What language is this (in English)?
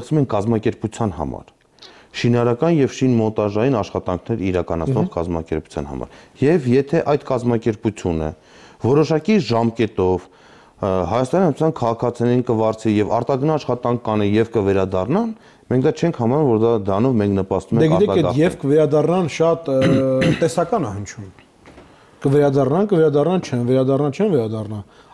Armenian